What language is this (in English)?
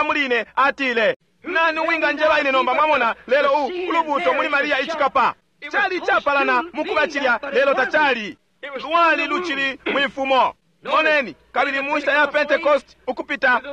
Bemba